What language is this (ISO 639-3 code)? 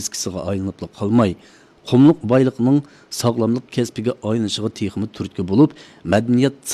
uig